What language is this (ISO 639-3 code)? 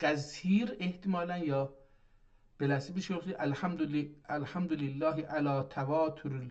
azb